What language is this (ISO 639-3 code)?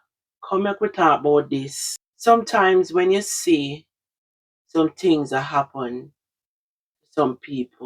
jam